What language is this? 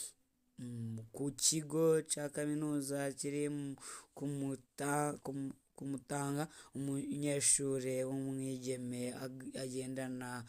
Rundi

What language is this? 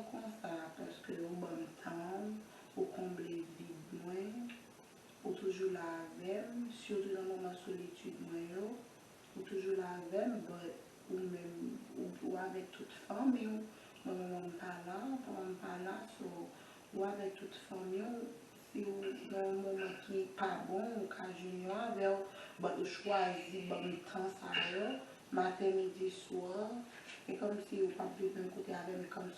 Haitian Creole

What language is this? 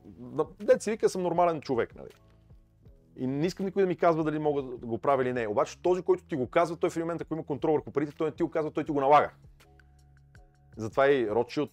Bulgarian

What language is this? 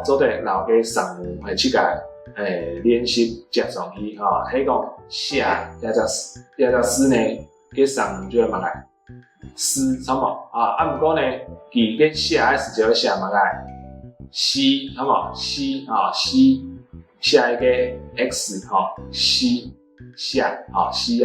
Hakka Chinese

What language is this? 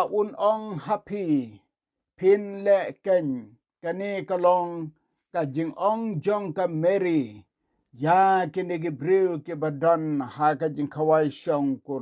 Khasi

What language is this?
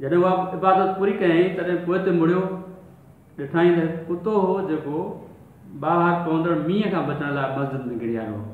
Sindhi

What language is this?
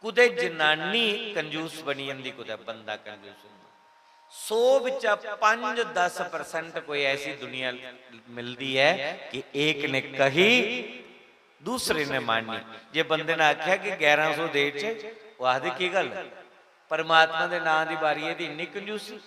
Dogri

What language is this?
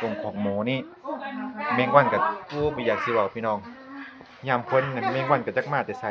Lao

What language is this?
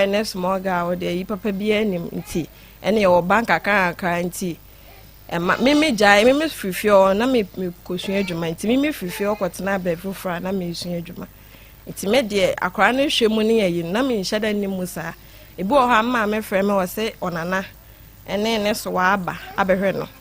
Akan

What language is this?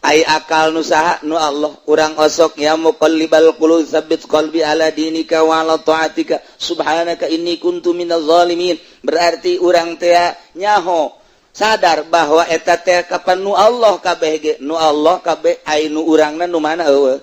Sundanese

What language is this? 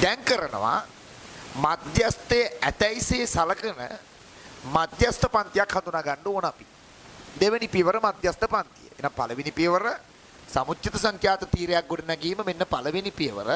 Sinhala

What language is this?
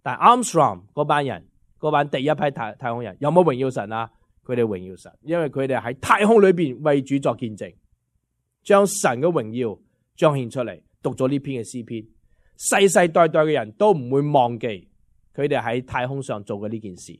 Cantonese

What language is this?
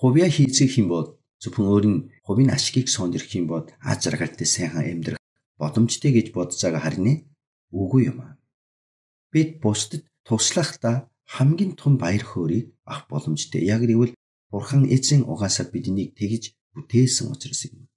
Mongolian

